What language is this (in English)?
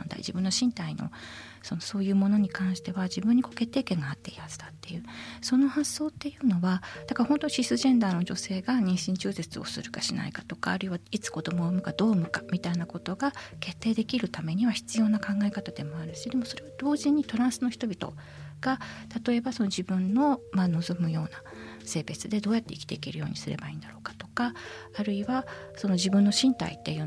Japanese